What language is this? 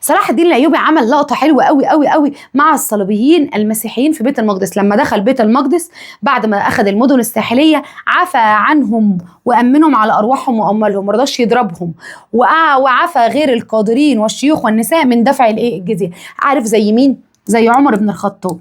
Egyptian Arabic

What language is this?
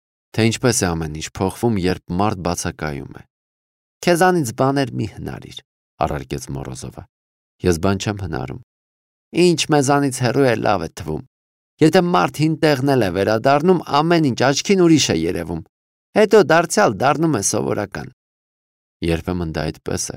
Armenian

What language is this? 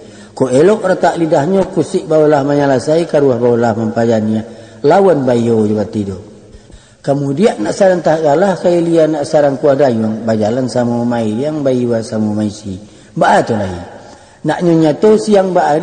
Minangkabau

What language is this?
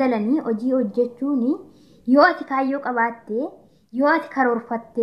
Oromo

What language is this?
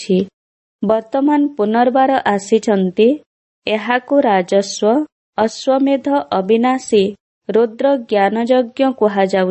Odia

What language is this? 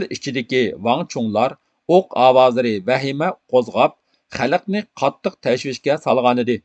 Uyghur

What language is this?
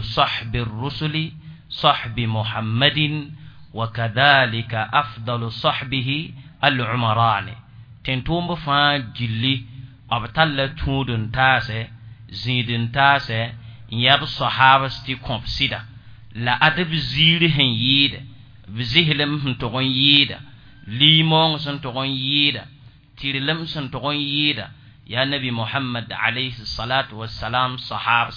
Mossi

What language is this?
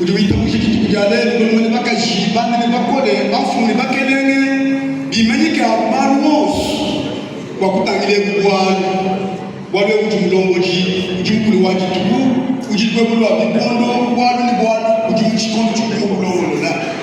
Luba-Lulua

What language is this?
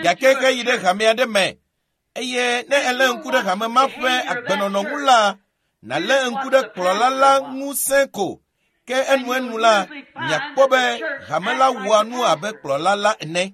Ewe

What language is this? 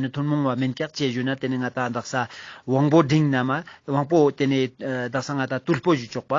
Ladakhi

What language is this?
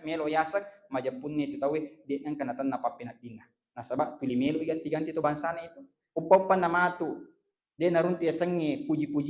Buginese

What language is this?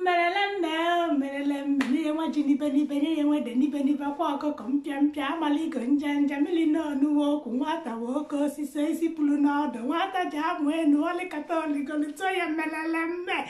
Igbo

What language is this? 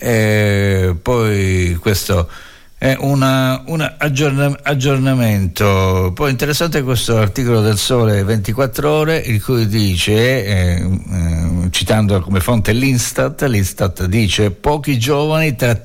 Italian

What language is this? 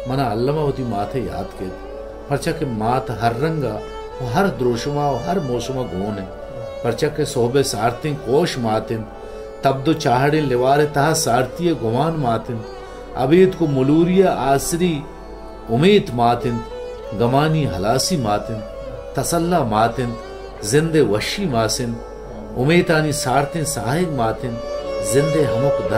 Baluchi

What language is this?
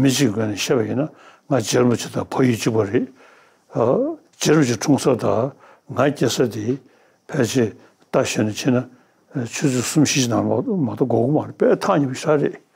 Tibetan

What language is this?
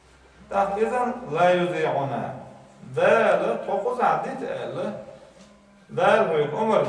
Chechen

